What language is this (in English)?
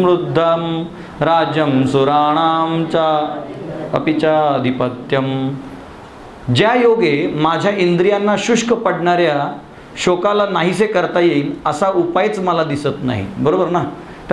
Marathi